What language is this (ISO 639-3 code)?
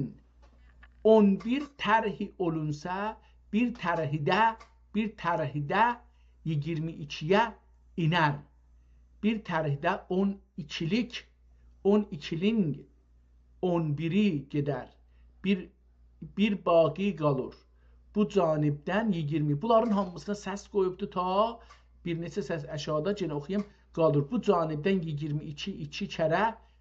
azb